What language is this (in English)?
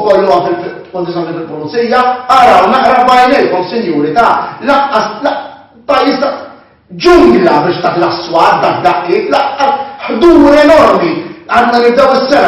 Maltese